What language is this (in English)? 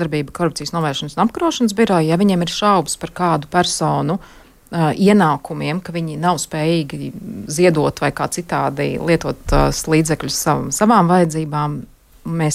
Latvian